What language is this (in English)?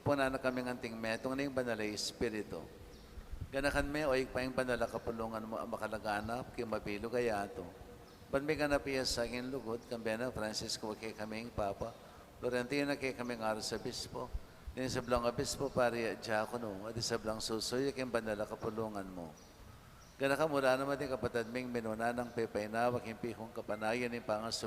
Pampanga